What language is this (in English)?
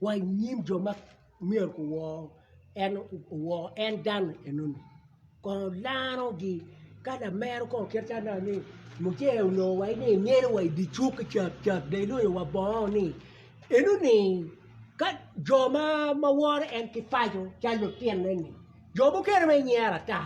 Acoli